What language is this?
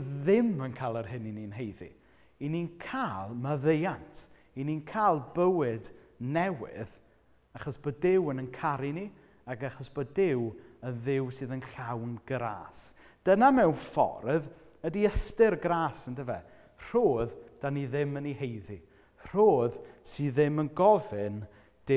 Welsh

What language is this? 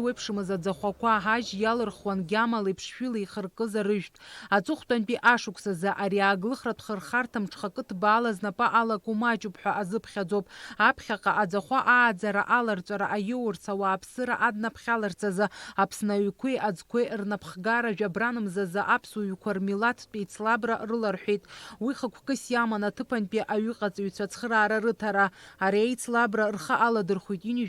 Abkhazian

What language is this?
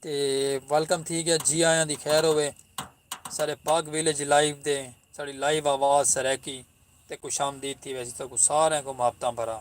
Saraiki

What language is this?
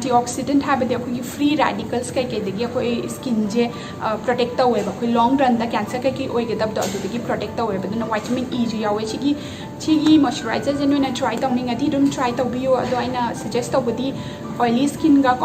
Manipuri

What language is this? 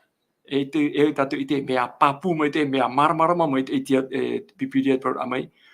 Tahitian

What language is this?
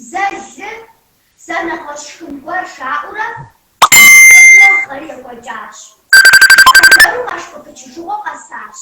Kabardian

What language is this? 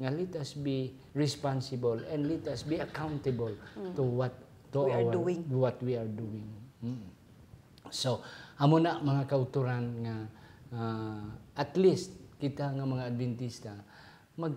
Hiligaynon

